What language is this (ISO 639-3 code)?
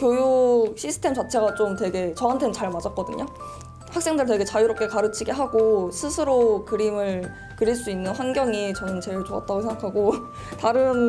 kor